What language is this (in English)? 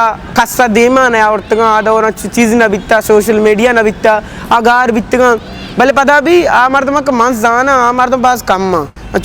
Eastern Balochi